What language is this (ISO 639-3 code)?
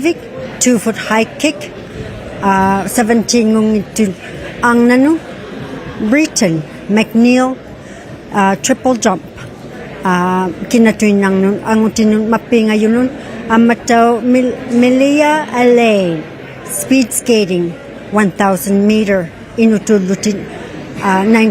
iku